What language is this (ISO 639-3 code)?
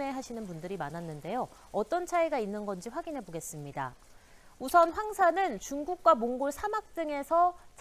kor